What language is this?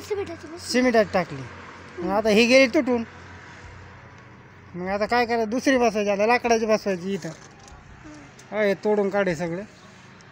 Marathi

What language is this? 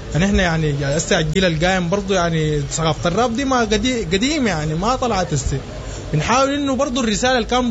Sudanese Arabic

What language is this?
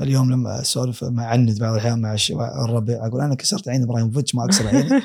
Gulf Arabic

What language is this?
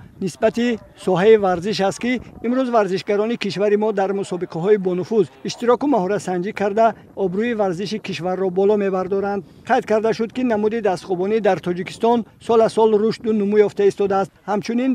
Tajik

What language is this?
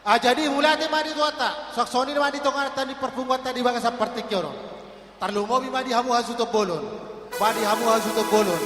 Batak Toba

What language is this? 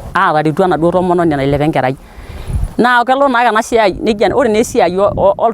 Masai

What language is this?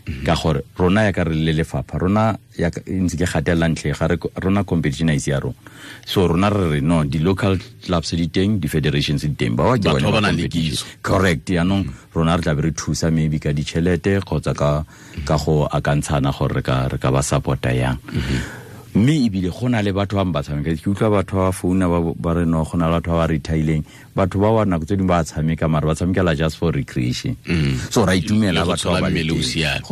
Tswana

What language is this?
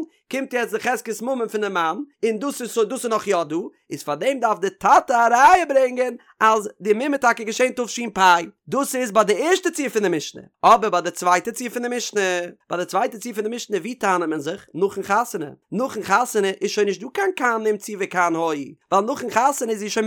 Yiddish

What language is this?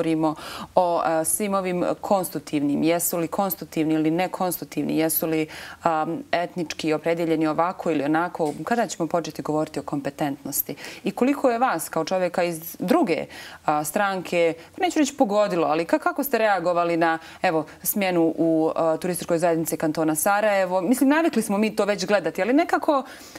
Bosnian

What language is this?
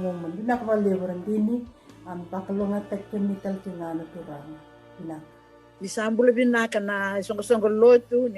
Fijian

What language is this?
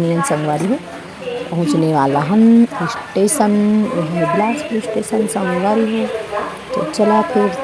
Chhattisgarhi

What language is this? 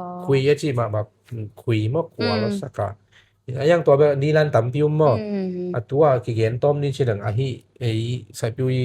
Tedim Chin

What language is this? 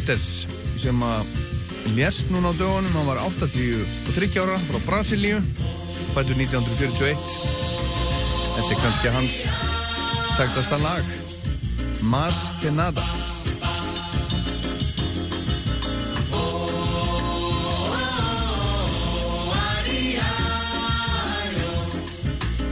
Icelandic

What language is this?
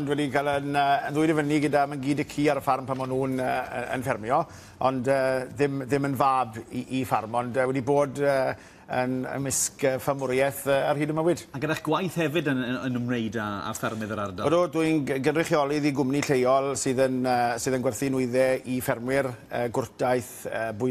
Welsh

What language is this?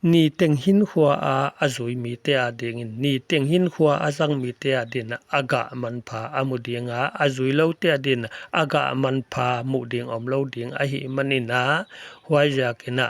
Paite Chin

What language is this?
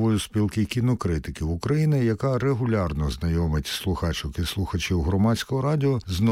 Ukrainian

